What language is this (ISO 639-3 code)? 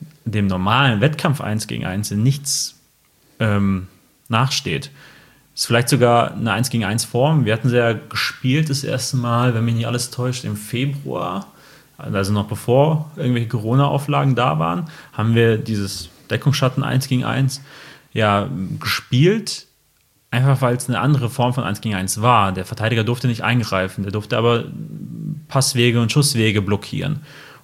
deu